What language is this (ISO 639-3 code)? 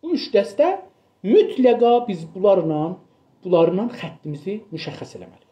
azb